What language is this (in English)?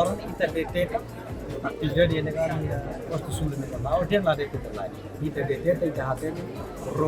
Tetum